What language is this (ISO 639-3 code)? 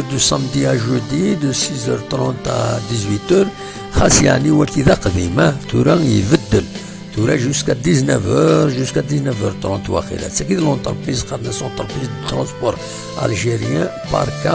kab